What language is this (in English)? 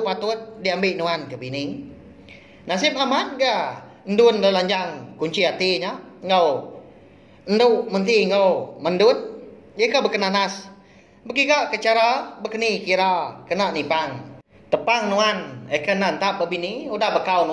Iban